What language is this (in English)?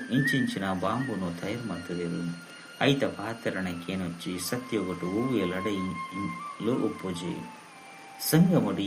Tulu